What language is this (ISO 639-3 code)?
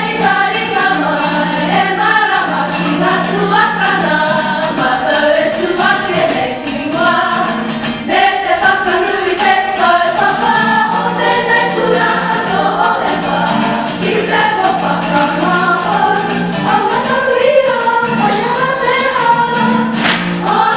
mri